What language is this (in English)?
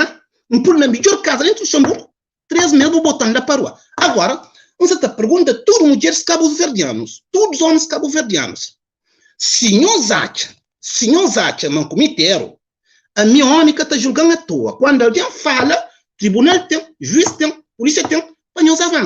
Kabuverdianu